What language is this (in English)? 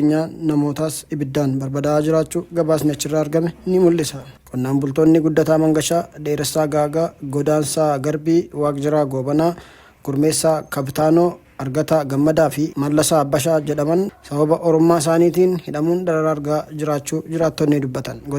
Oromo